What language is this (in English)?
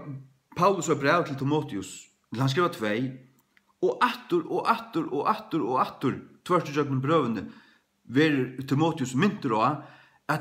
Faroese